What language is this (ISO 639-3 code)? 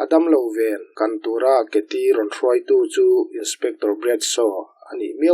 lus